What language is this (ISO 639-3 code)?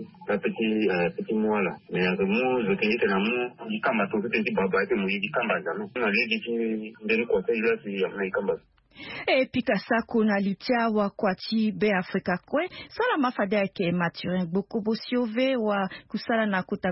sag